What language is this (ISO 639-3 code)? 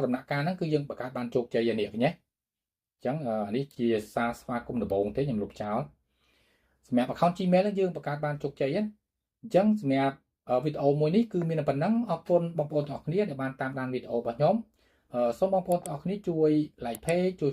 khm